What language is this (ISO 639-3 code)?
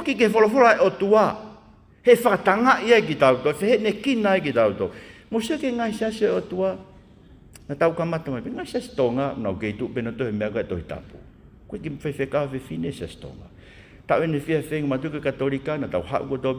ton